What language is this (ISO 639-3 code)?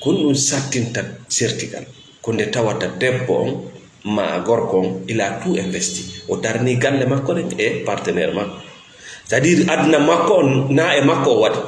ful